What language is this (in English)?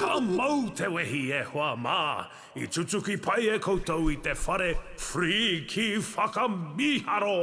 Māori